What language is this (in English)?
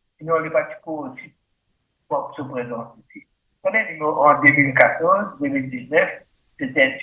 Morisyen